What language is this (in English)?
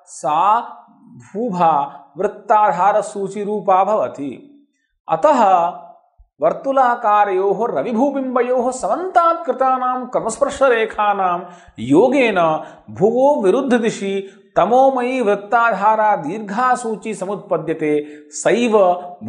Sanskrit